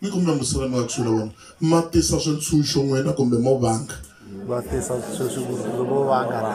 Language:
Tsonga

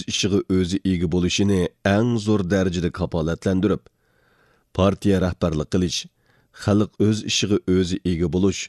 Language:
Uyghur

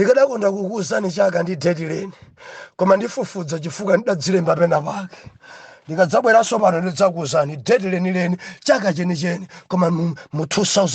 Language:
Nyanja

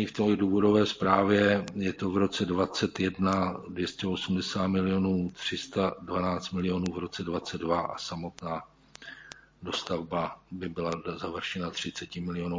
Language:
Czech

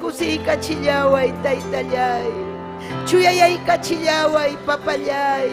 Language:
Ayacucho Quechua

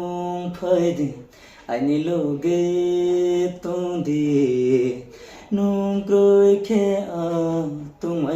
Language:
Riang (India)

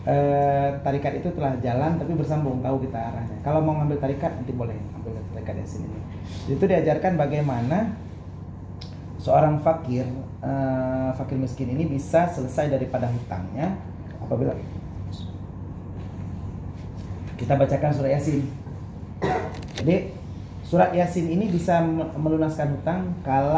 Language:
Indonesian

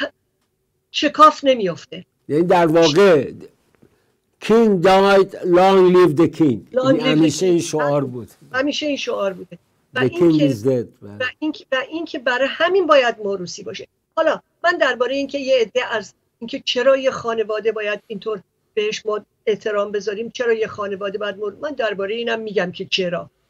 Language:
Persian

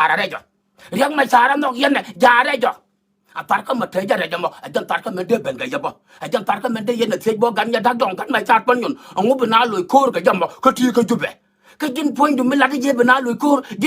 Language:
Nuer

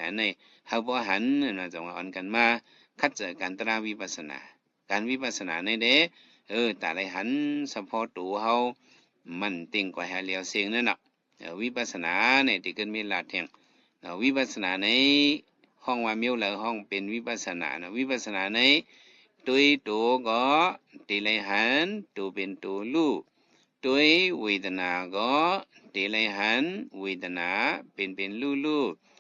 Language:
Shan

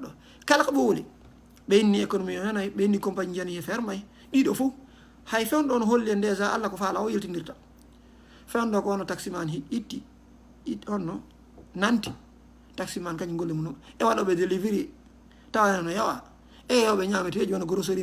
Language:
Fula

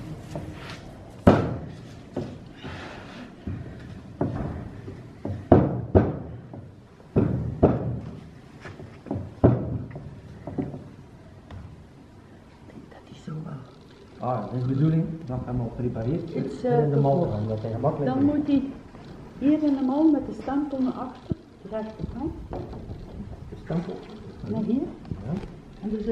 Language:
Dutch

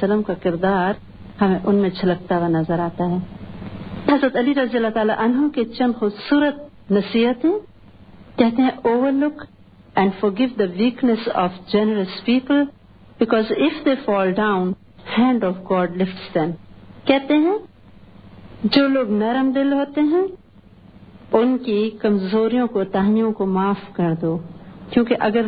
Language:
Urdu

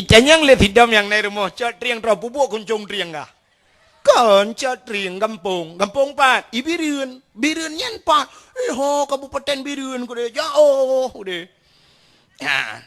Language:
Achinese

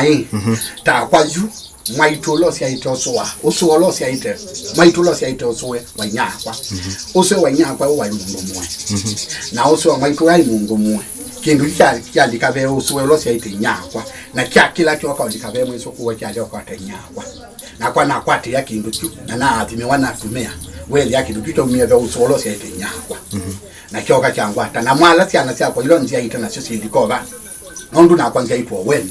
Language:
Kamba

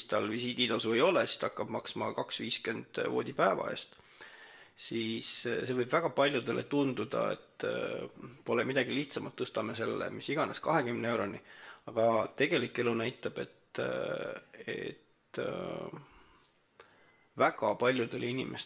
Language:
Estonian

